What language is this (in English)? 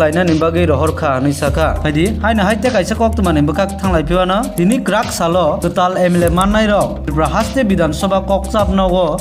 Kok Borok